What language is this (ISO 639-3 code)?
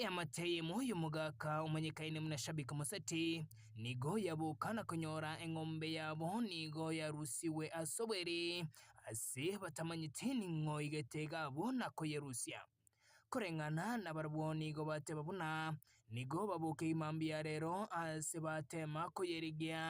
guz